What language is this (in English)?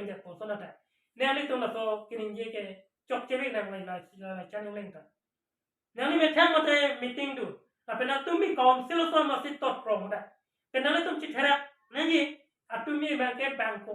Karbi